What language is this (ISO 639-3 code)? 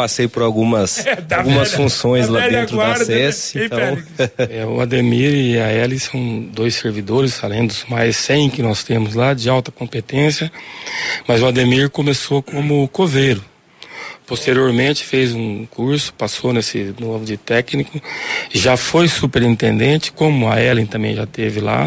por